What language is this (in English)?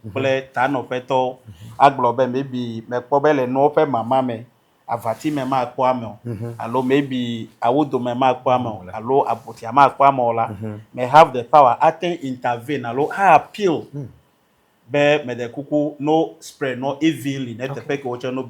Ewe